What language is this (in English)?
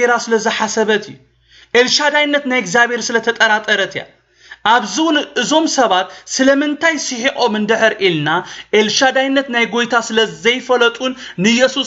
Tigrinya